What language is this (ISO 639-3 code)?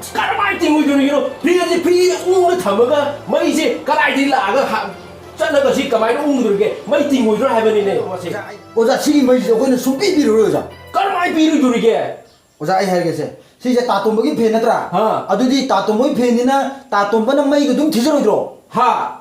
mni